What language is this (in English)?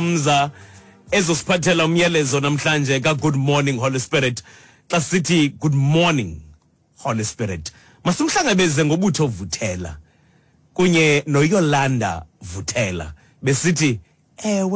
Xhosa